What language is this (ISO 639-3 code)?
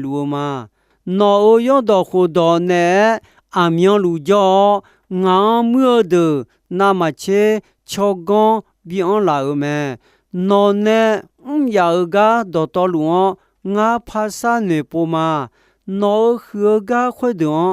ahk